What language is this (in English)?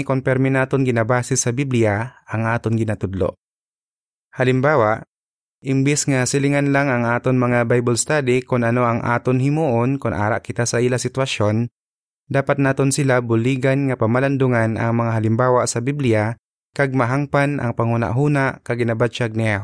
Hiligaynon